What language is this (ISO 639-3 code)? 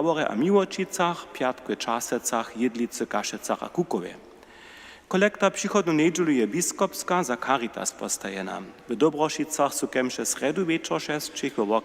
hsb